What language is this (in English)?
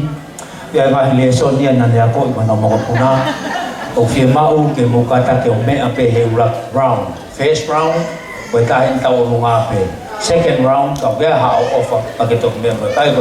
Tongan